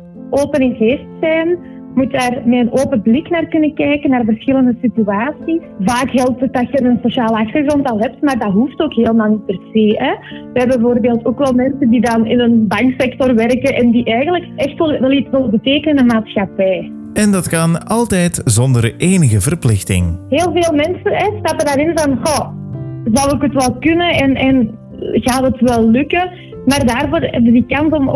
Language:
Dutch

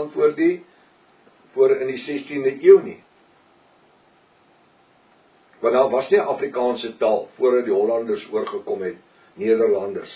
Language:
Afrikaans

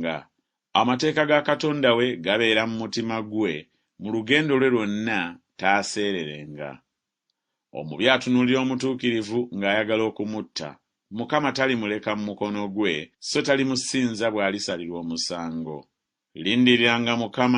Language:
Ganda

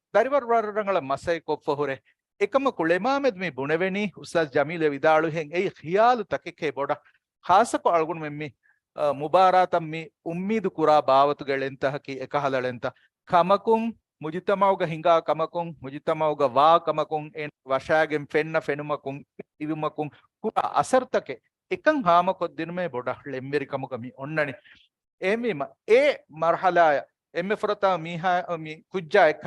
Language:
Divehi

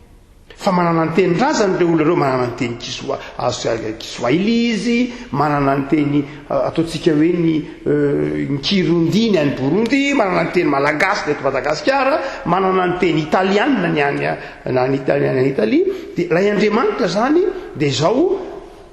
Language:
Malagasy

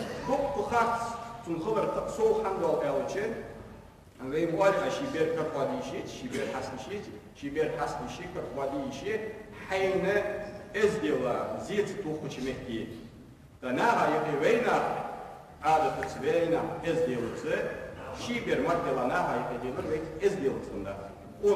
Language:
Ingush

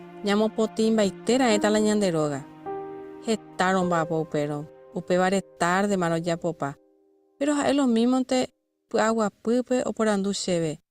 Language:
Guarani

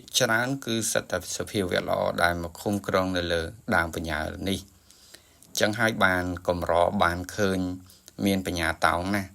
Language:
Khmer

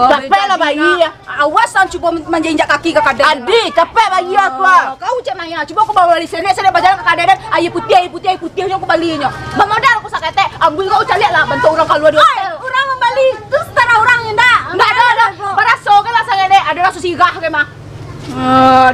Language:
Minangkabau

